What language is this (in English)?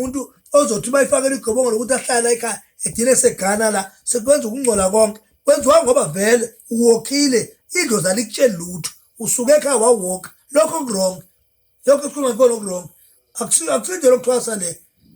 Zulu